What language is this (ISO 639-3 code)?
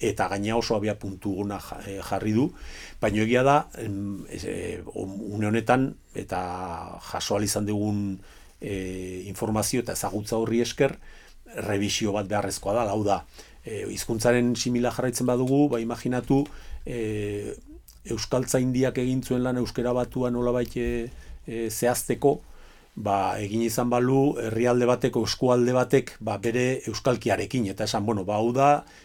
eus